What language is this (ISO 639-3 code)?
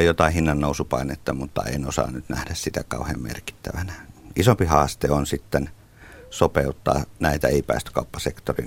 fin